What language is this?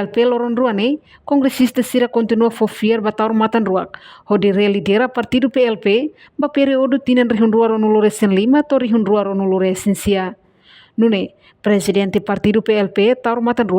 Tetum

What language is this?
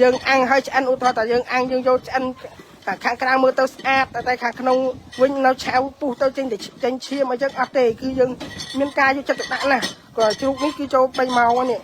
Khmer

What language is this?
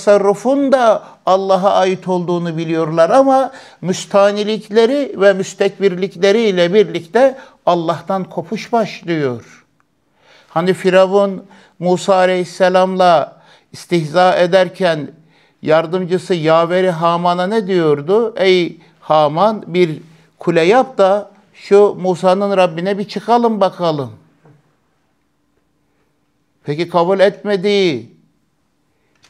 Turkish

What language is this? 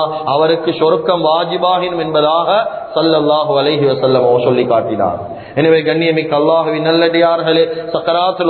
Tamil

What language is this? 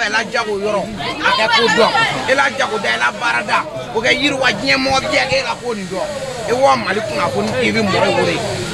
Bambara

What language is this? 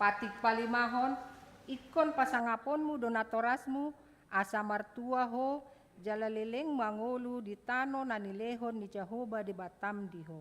Batak Toba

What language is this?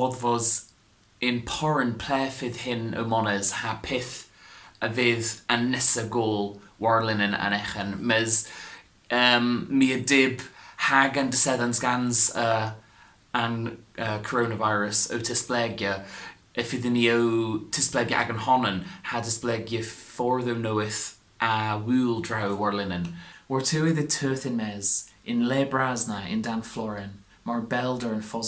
Cornish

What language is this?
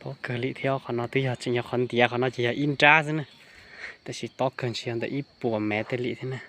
Hmong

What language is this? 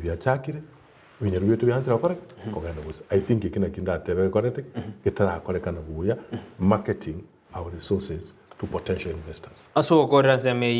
Gusii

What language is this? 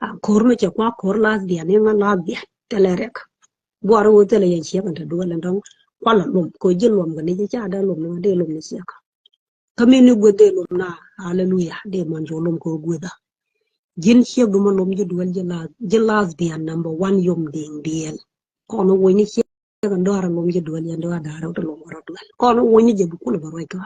Nuer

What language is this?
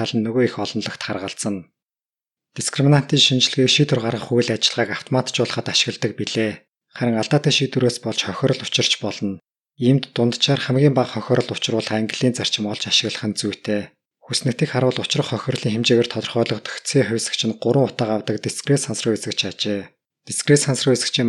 Mongolian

